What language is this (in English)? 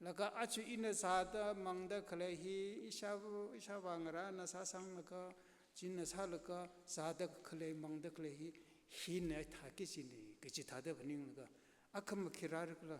Tangkhul Naga (India)